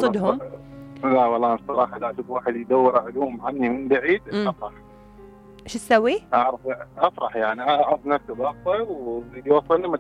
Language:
Mesopotamian Arabic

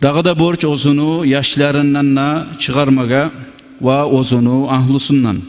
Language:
Kumyk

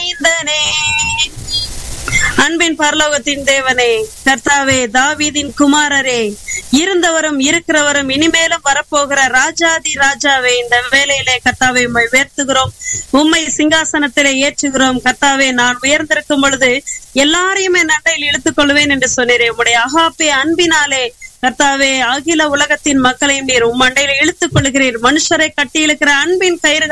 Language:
Tamil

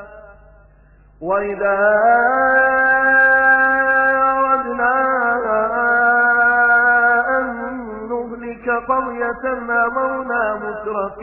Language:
Arabic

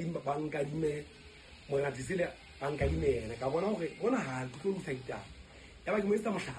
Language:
Southern Sotho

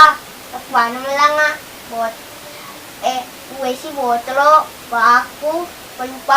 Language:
Buginese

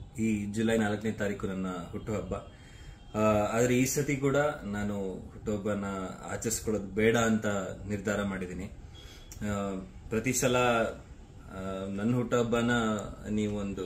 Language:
Kannada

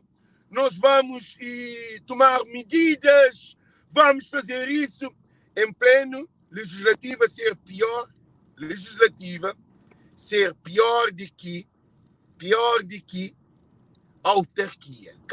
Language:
Kabuverdianu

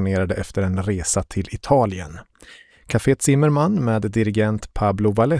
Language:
Swedish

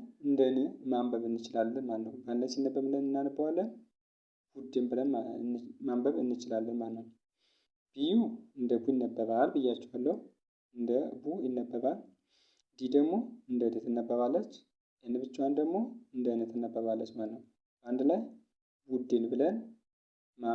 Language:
Amharic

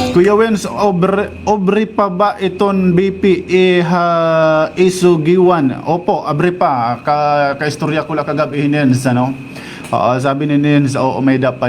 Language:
Waray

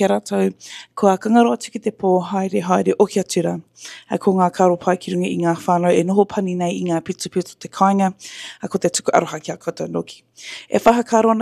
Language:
Māori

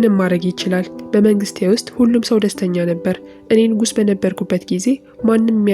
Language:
Amharic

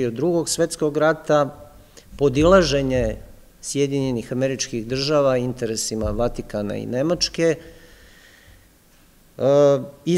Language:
Serbian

